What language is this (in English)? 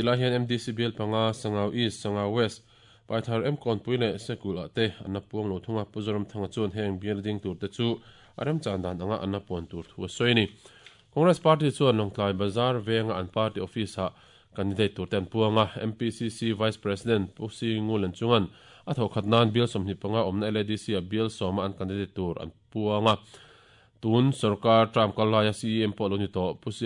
Mizo